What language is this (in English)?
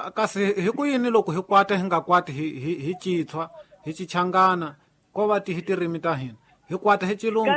Tsonga